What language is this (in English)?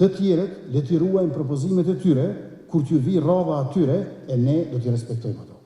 Albanian